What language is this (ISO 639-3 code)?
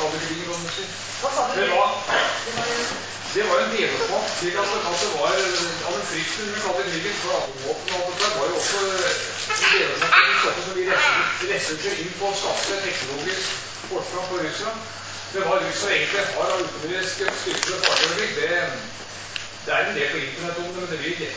nor